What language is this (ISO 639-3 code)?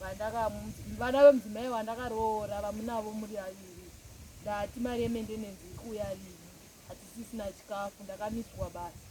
sna